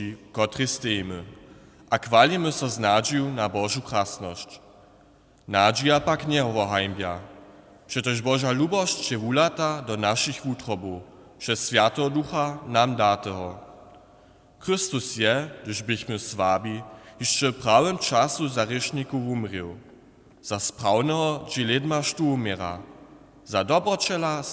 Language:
Upper Sorbian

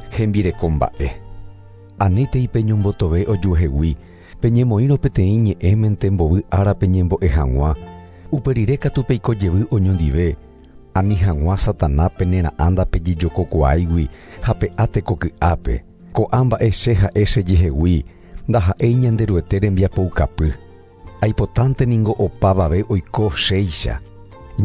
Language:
Guarani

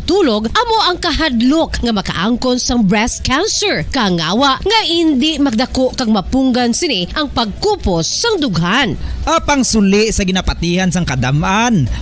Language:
Hiligaynon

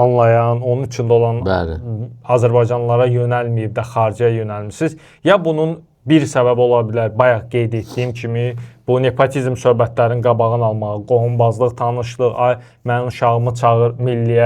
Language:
Azerbaijani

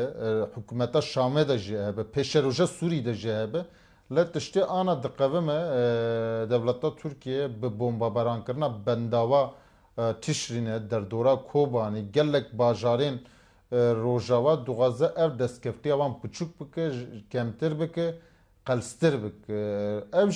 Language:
Kurdish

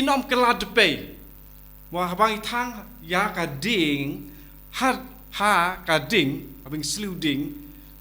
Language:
Khasi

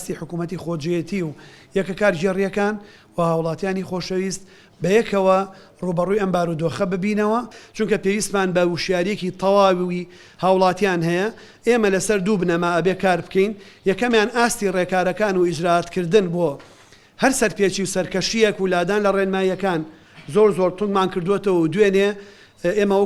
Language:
Central Kurdish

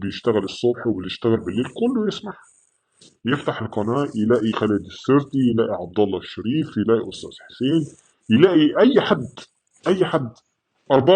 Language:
Egyptian Arabic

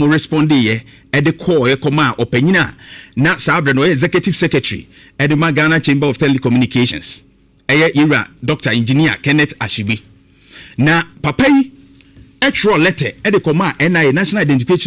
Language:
Akan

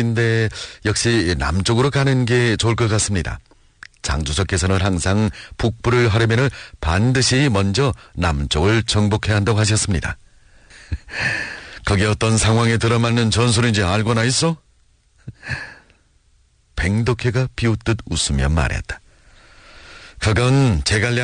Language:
Korean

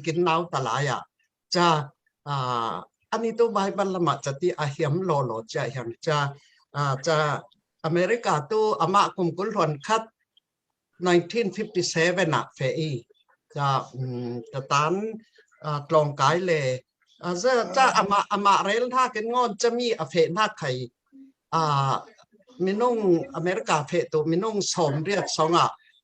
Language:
Falam Chin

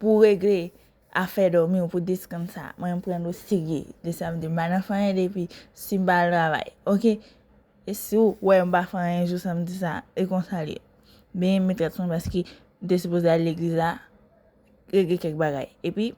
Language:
Haitian Creole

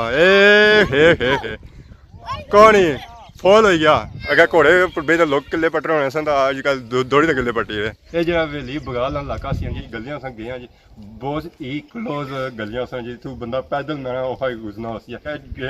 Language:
Pahari-Potwari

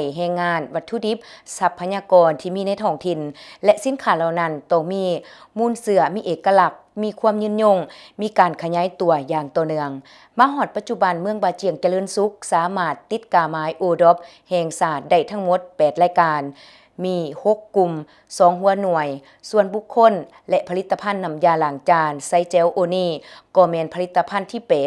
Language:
Lao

